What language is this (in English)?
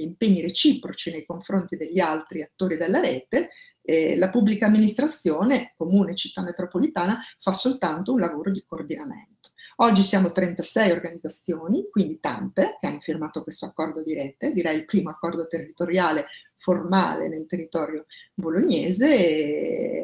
Italian